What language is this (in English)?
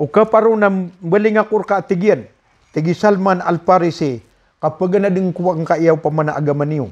Maranao